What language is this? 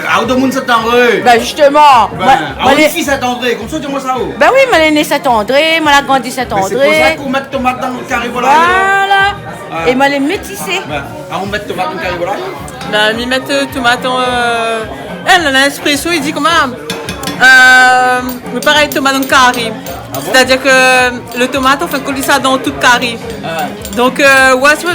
Réunion Creole French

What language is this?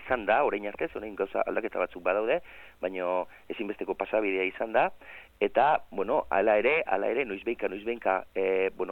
Basque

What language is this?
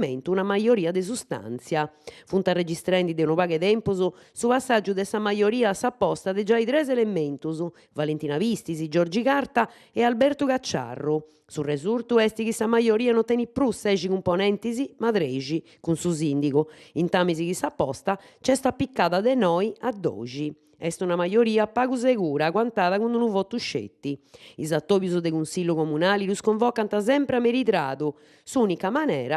Sardinian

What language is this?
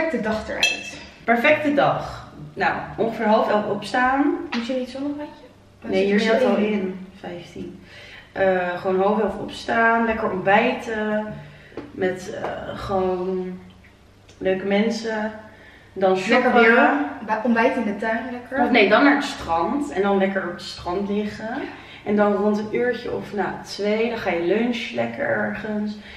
Dutch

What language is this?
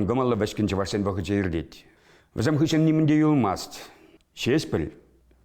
Chuvash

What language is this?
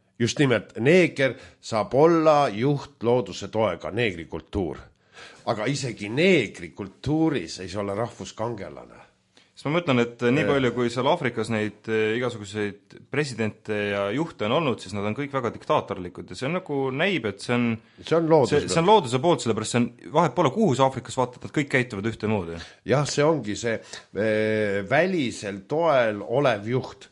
Estonian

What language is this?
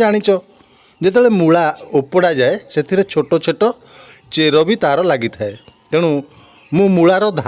Odia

